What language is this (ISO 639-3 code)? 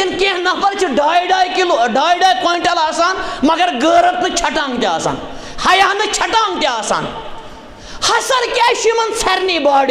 kas